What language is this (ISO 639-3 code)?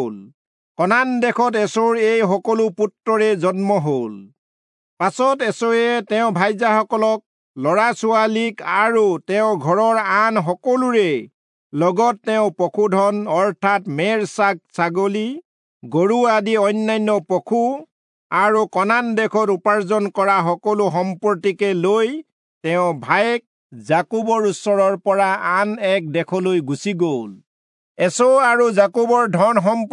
asm